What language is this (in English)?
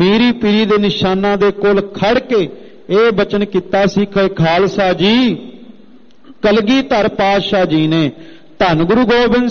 Punjabi